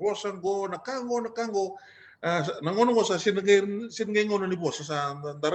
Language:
Fijian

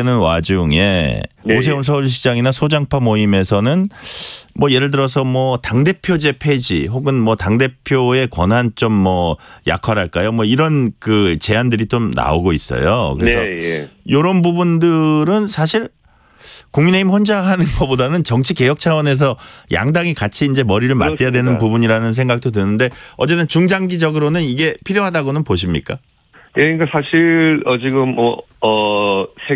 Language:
Korean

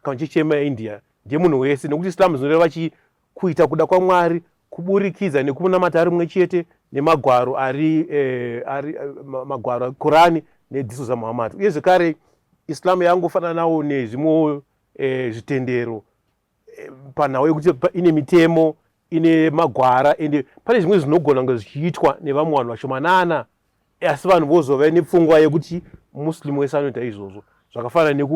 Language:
Shona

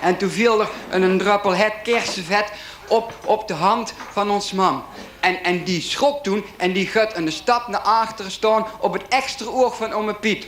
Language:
Limburgish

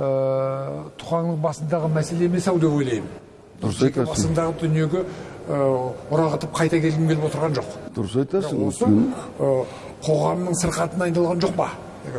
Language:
Kazakh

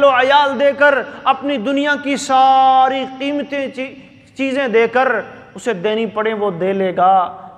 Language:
Urdu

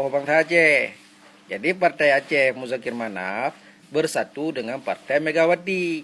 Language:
Achinese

